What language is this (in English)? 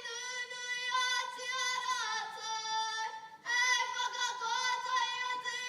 Māori